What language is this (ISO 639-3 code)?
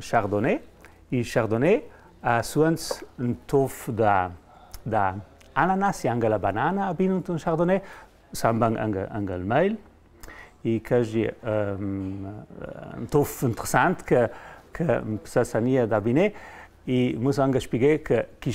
lld